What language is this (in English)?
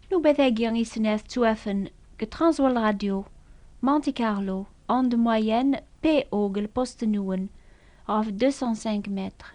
Kabyle